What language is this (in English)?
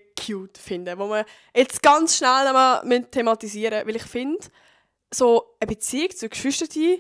Swiss German